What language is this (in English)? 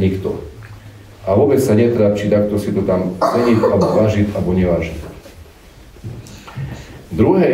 Slovak